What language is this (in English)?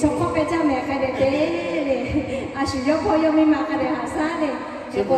Lahu